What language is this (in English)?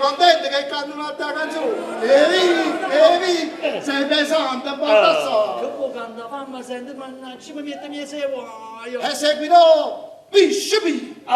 Neapolitan